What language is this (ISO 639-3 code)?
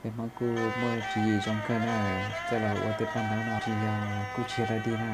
hmn